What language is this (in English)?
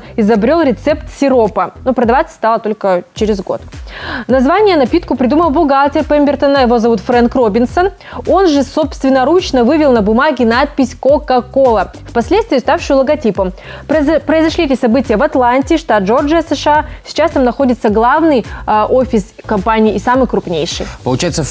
Russian